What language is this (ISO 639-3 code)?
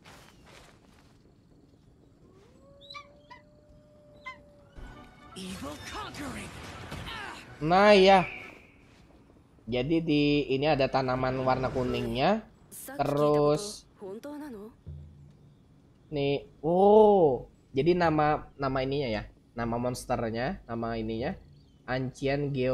ind